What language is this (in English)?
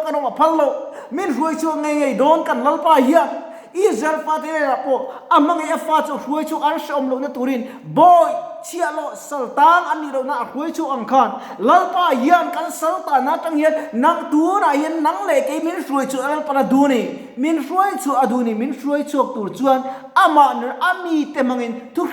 Mizo